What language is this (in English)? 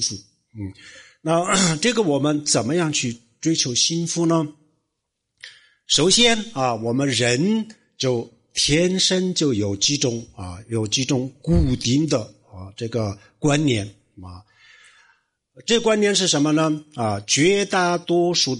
Chinese